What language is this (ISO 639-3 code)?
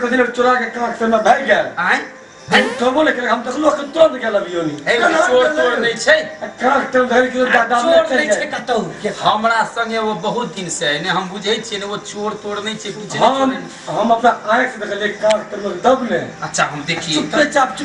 mai